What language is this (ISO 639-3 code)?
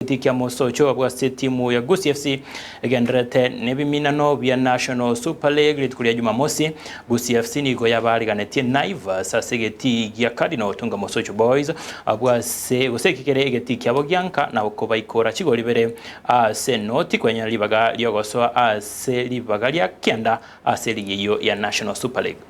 guz